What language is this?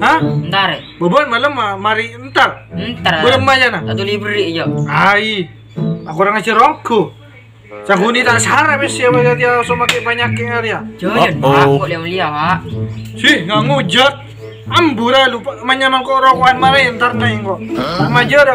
Madurese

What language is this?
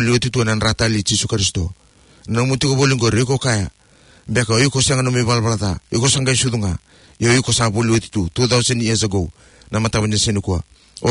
Fijian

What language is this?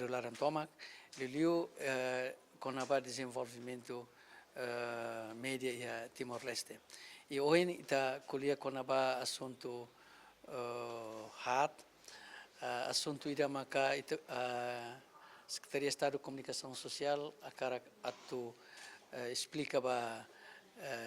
Tetum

